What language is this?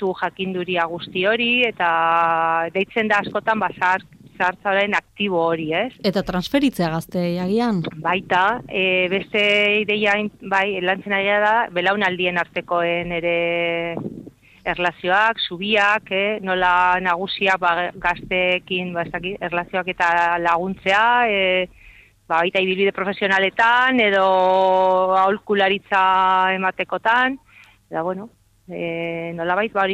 Basque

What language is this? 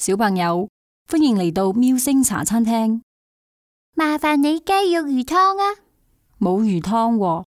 Cantonese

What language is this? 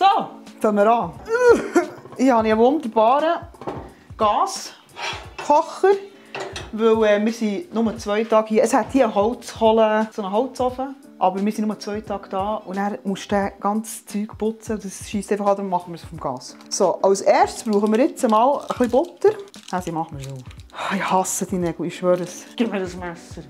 Swiss German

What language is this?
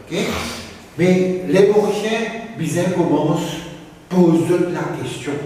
Morisyen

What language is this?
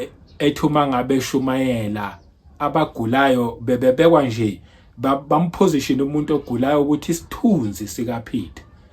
Zulu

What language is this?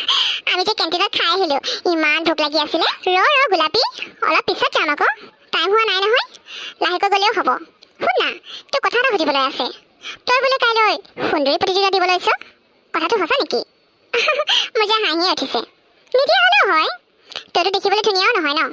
Assamese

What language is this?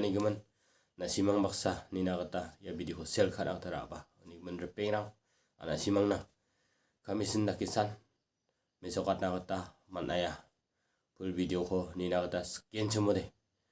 Garo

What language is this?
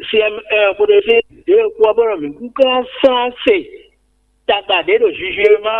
Fon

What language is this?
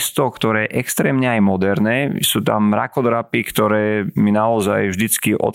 Slovak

